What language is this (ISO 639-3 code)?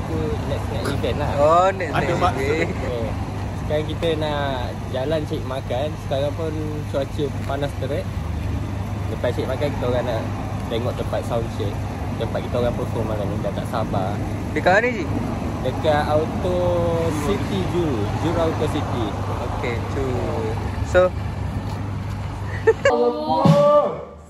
msa